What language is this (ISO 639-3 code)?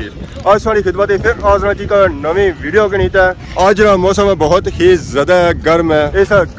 phr